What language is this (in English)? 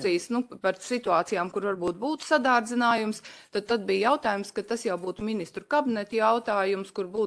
Latvian